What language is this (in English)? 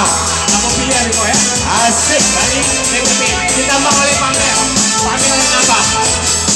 Minangkabau